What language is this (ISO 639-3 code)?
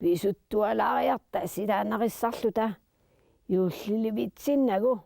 kal